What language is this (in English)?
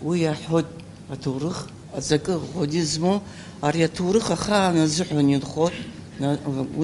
Abkhazian